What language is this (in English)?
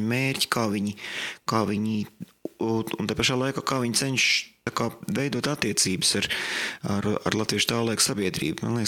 Latvian